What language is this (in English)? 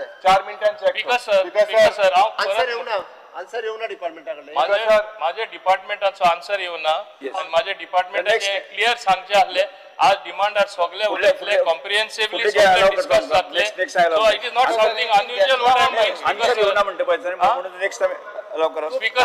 Konkani